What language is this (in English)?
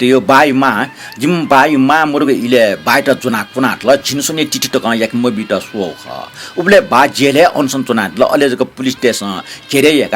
Newari